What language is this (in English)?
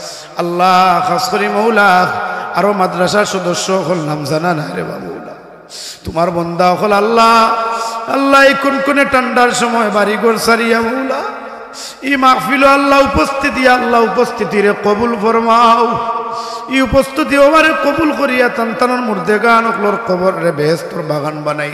Sylheti